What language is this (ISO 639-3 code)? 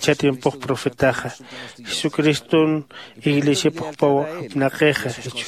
aym